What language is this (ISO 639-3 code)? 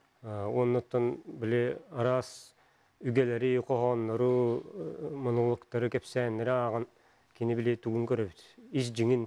sah